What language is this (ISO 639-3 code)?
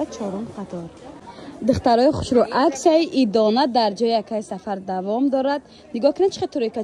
tgk